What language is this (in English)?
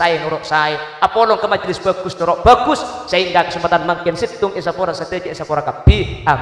Madurese